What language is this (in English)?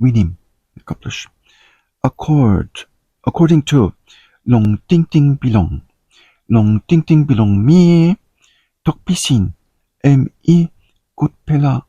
Tok Pisin